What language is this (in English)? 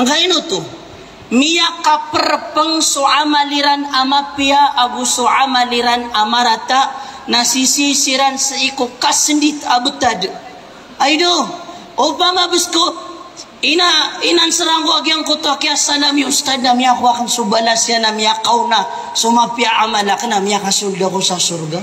Maranao